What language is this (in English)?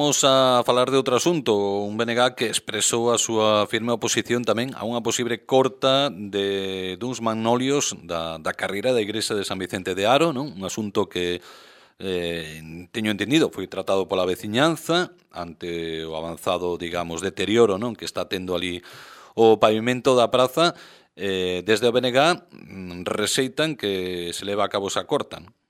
Galician